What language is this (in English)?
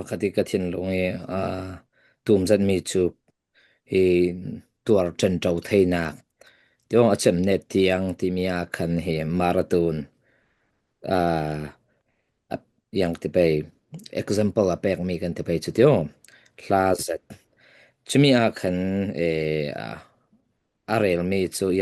Falam Chin